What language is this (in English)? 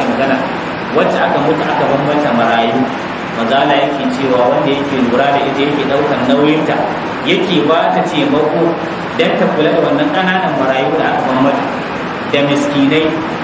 Hausa